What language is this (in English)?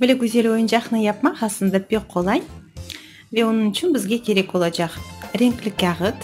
Crimean Tatar